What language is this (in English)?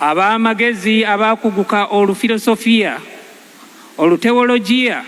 Ganda